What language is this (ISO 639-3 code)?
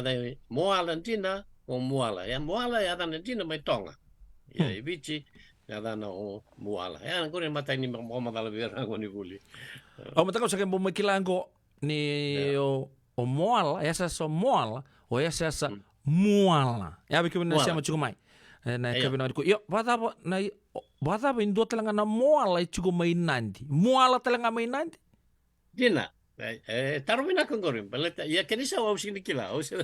fij